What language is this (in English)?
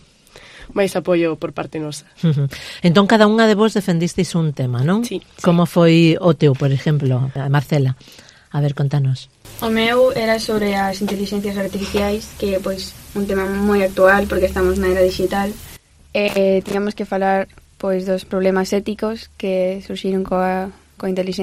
Galician